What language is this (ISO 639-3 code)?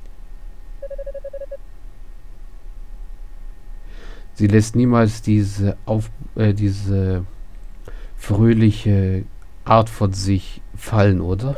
deu